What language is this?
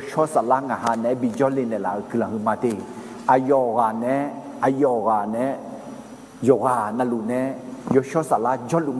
Akha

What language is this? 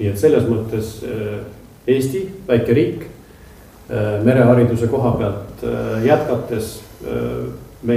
Estonian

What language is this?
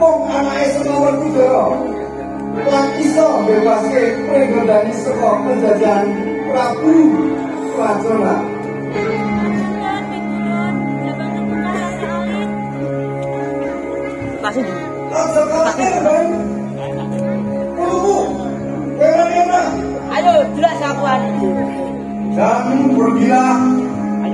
Javanese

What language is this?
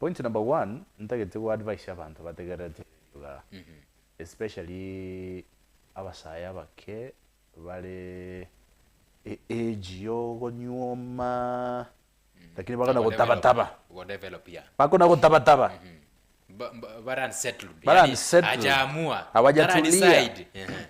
Gusii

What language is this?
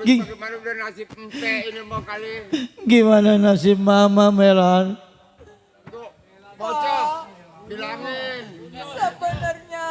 Betawi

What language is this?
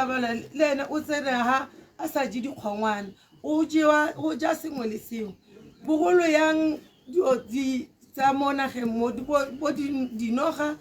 Tswana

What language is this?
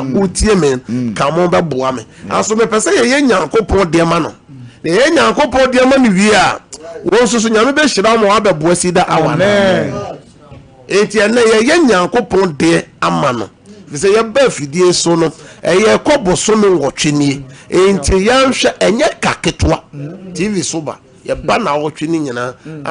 Akan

